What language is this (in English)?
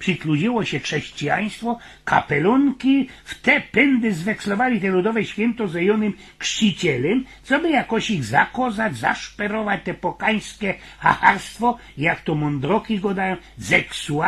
Silesian